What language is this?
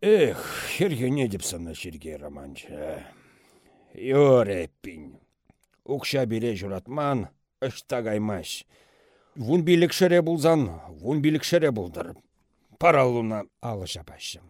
Chuvash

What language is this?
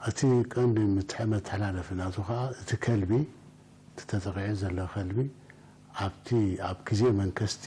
Tigrinya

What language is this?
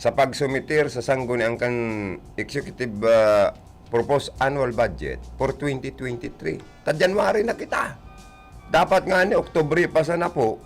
Bikol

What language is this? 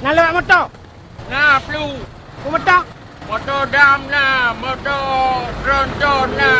Achinese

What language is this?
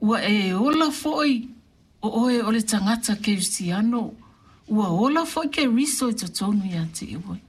Samoan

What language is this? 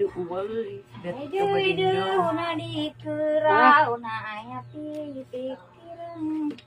Maranao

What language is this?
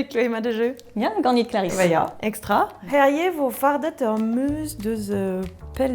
Breton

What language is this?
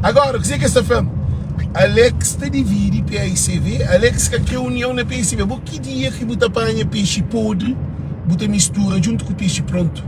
Kabuverdianu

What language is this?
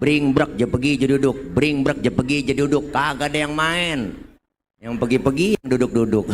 Betawi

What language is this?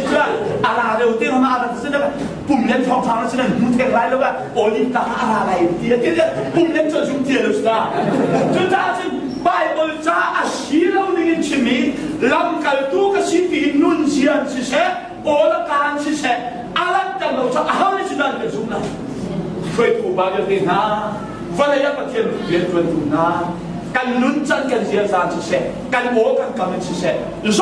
Hakha Chin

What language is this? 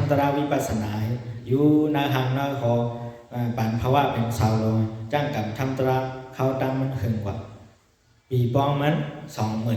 Shan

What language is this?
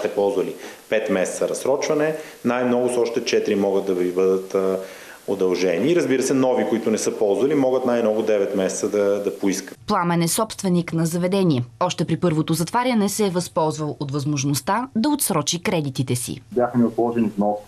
Bulgarian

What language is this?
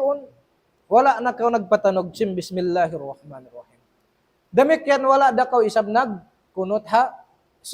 Tausug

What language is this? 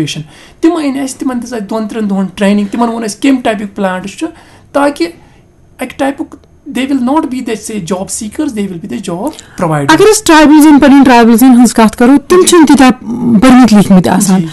Kashmiri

